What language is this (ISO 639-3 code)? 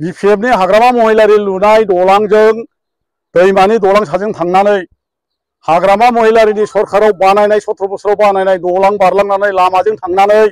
brx